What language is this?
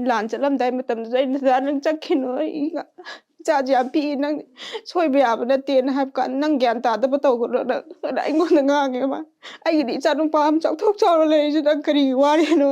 Manipuri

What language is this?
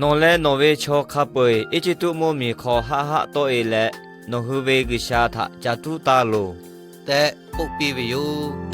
Lahu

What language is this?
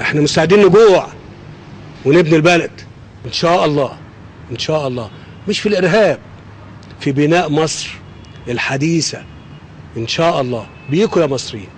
Egyptian Arabic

